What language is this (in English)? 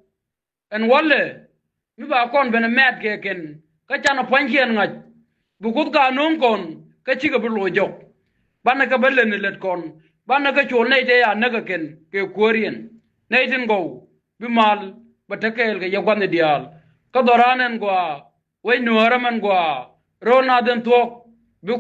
Nuer